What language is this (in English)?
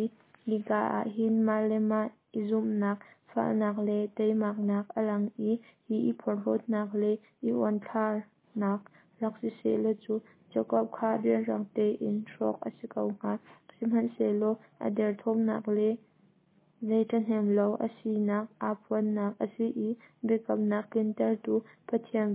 Hakha Chin